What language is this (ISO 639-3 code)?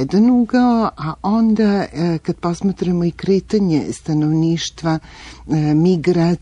srp